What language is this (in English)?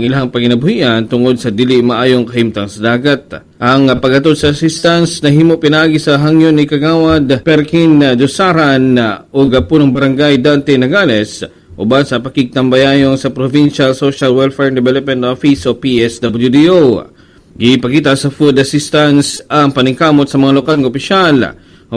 Cebuano